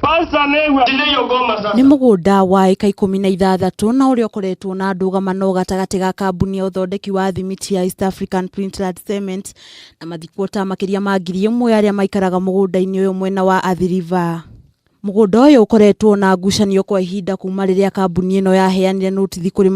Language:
Kikuyu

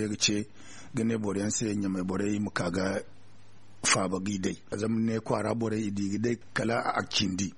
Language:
Zarma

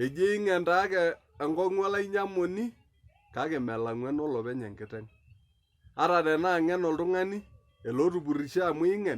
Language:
Masai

